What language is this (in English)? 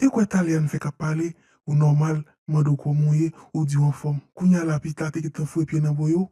Haitian Creole